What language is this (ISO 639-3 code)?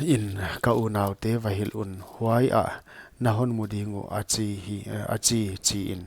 pck